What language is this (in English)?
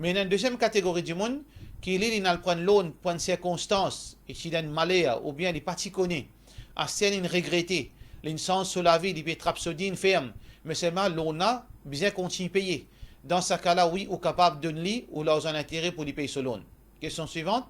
Morisyen